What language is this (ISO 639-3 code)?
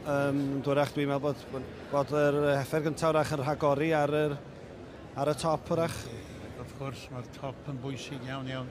cym